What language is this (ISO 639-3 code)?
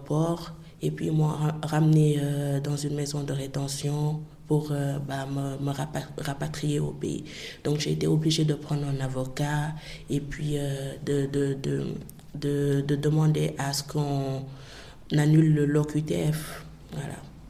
fra